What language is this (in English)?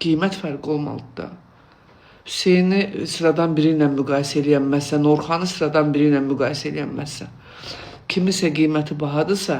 Azerbaijani